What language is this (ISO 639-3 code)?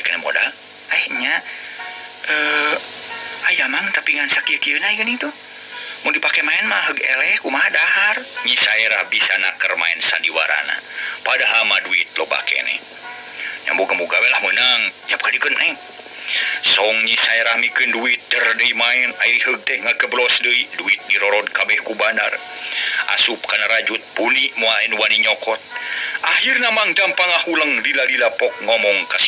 sun